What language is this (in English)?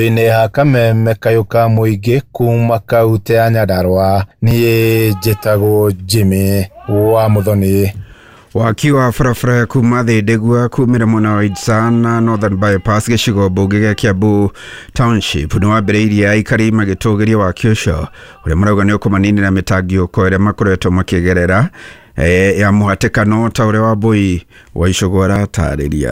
Kikuyu